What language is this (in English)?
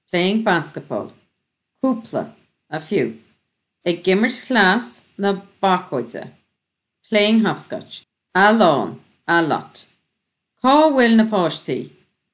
Irish